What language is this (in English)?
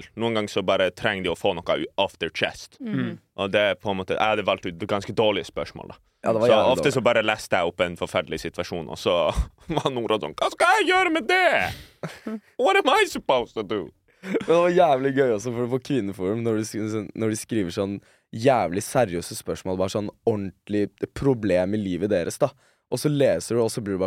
Norwegian